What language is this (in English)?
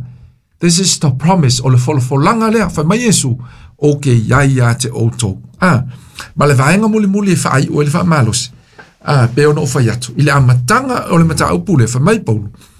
Samoan